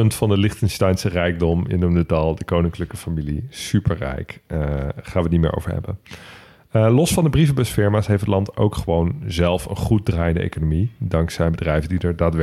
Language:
Dutch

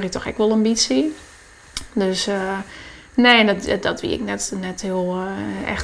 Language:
Western Frisian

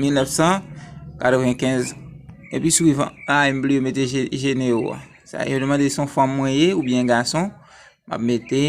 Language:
Haitian Creole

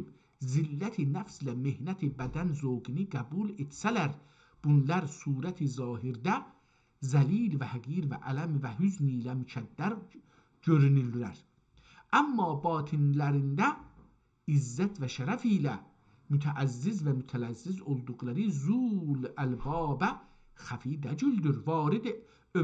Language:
South Azerbaijani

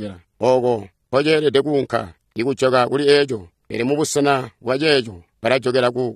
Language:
Tonga (Zambia)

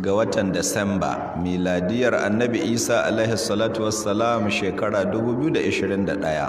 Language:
Hausa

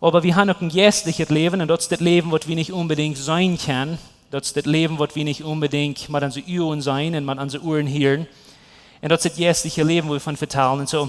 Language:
Plautdietsch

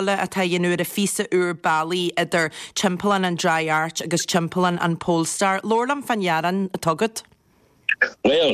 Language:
Irish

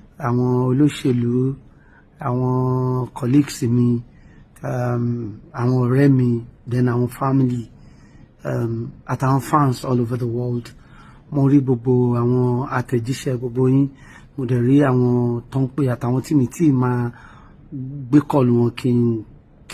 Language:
Yoruba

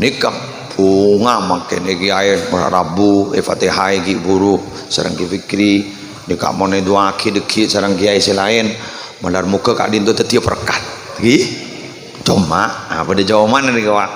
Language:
Madurese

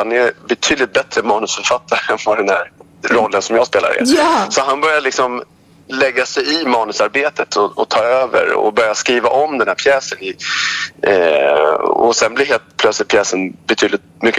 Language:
Swedish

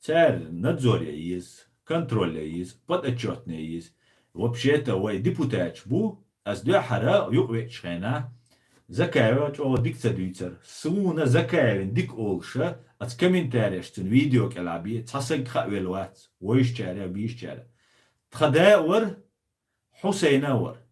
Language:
Chechen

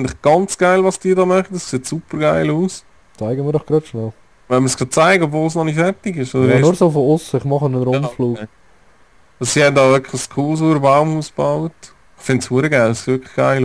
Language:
Swiss German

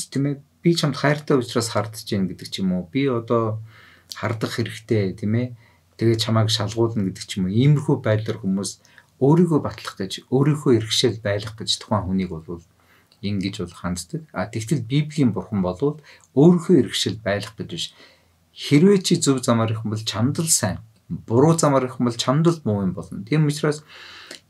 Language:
Mongolian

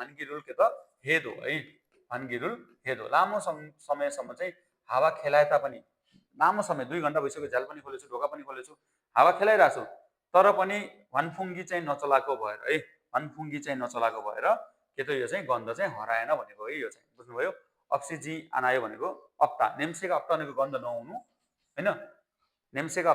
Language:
Nepali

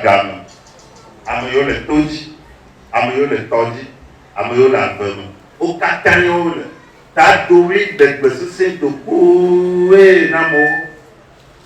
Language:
Ewe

